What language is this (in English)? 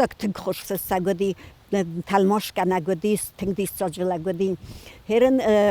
Ossetic